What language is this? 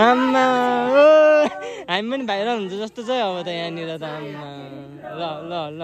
Nepali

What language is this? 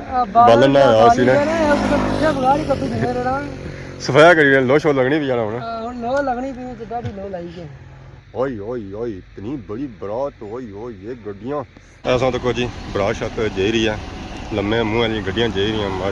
Pahari-Potwari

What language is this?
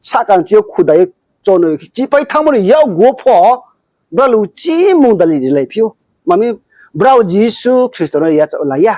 Riang (India)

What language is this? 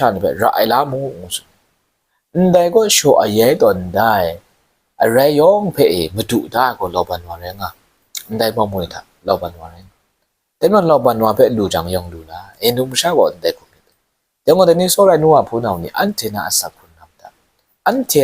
Kachin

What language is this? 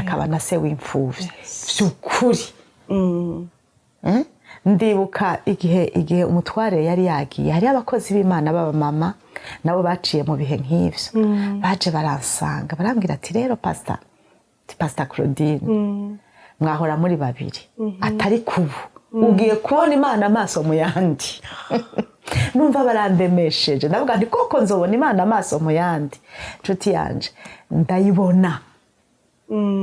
Rundi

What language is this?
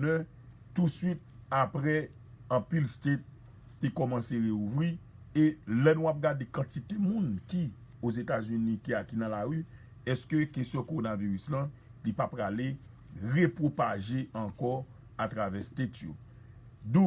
Haitian Creole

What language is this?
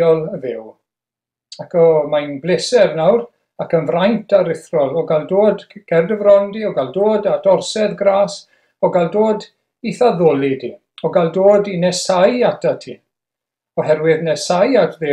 Welsh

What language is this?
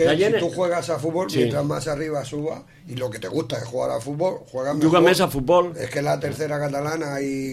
Catalan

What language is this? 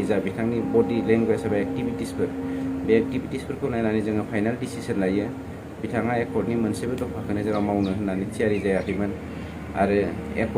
Bodo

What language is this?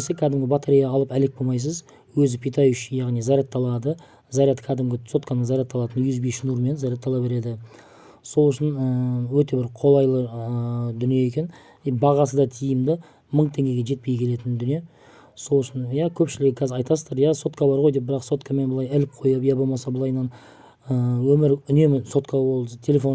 Kazakh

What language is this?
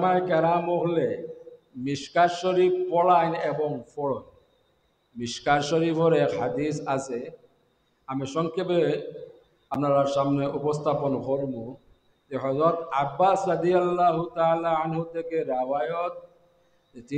Sylheti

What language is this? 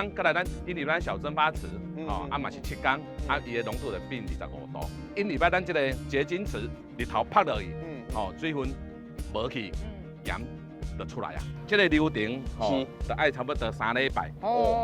Min Nan Chinese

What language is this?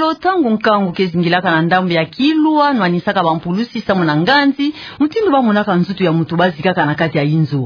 Kituba (Democratic Republic of Congo)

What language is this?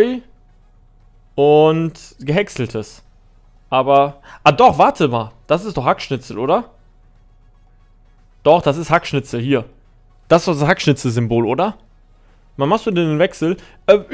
German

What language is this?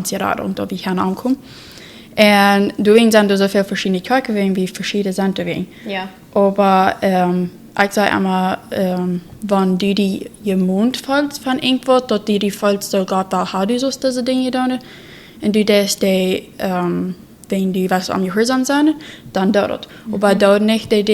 Plautdietsch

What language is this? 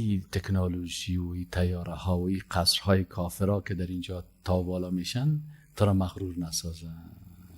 Persian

